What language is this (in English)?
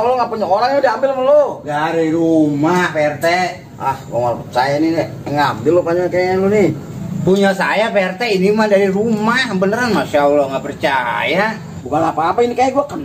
Betawi